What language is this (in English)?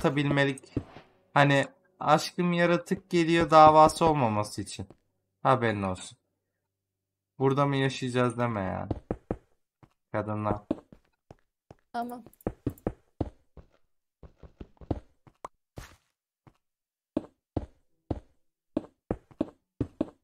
Turkish